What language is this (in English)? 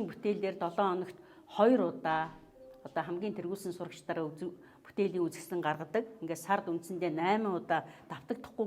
Mongolian